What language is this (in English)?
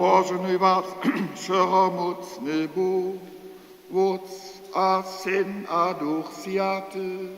Upper Sorbian